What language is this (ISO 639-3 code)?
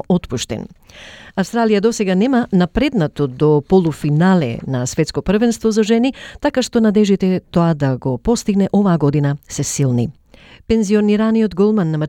mkd